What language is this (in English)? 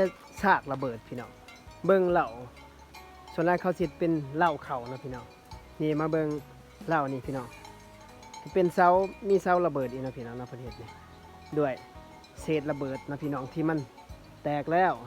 Lao